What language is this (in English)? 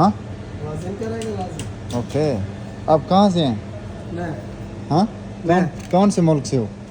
Saraiki